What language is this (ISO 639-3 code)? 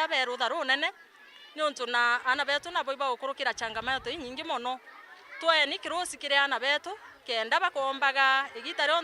mer